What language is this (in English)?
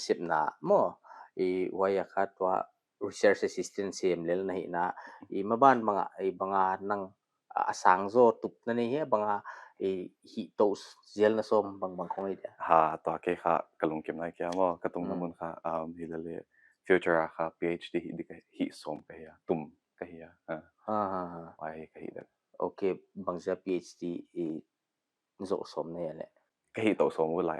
Paite Chin